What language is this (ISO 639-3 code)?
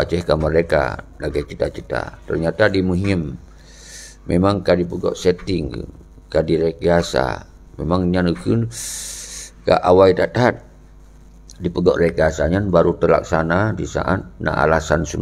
ace